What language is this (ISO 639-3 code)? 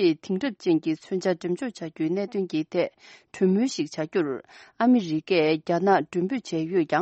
bod